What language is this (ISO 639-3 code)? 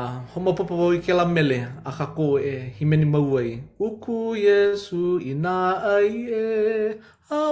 haw